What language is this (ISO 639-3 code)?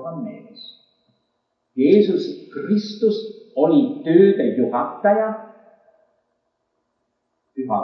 est